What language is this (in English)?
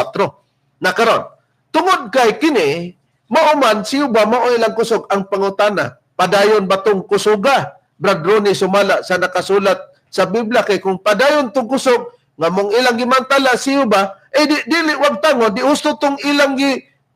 Cebuano